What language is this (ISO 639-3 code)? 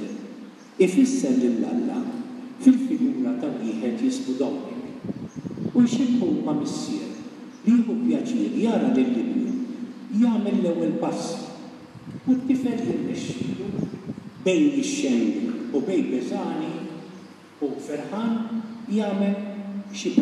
mlt